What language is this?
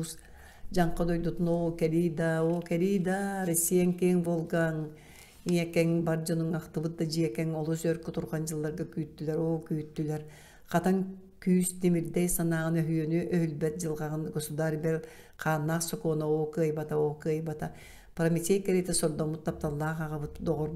Yakut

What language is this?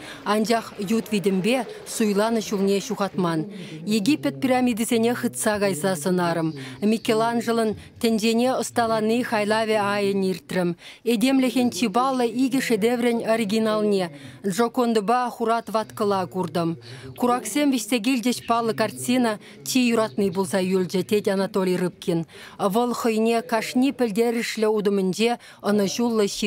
Chuvash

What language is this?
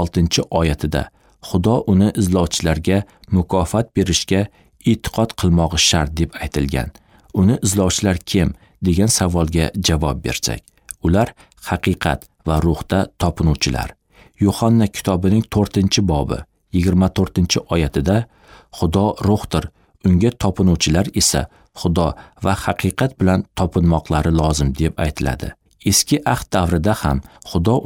Uzbek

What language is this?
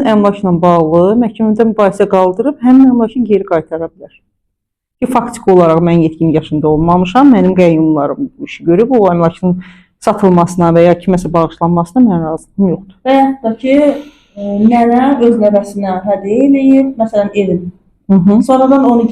Azerbaijani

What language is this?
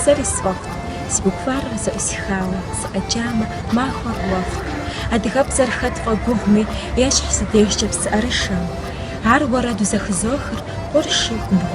Kabardian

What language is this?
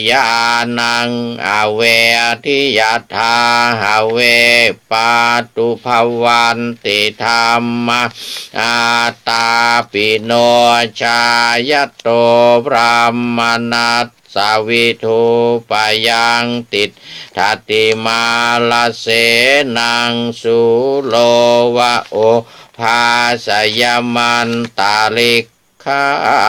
Pali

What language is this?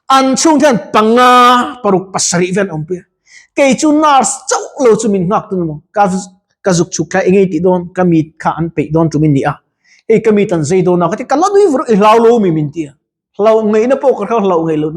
Mizo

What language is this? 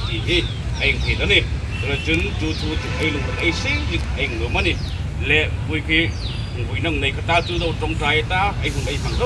Hmar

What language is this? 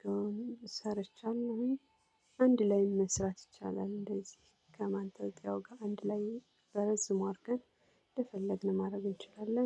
Amharic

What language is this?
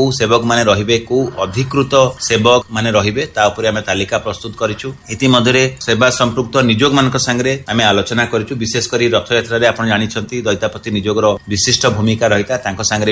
Odia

